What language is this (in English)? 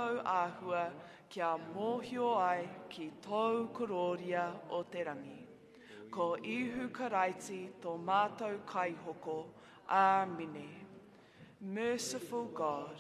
Māori